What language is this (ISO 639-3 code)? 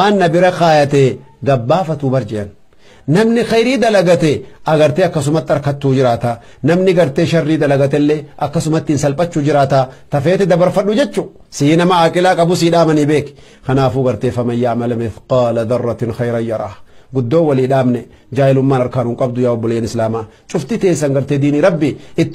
orm